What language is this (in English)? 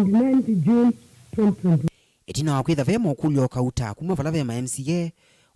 Kamba